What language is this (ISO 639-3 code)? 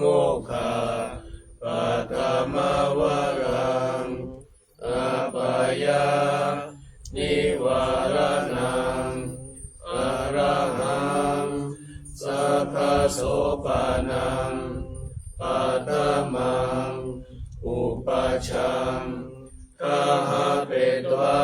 pli